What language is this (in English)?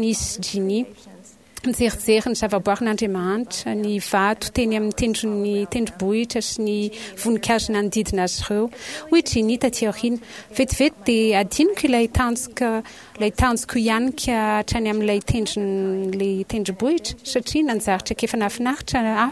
Malagasy